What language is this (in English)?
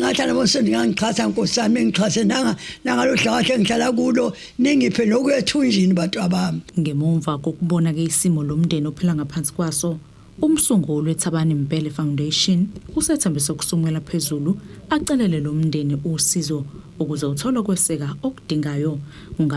Zulu